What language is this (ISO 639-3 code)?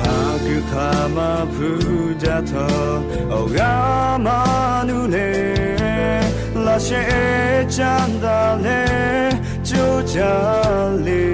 lhu